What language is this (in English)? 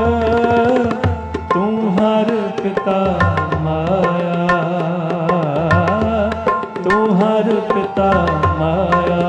Punjabi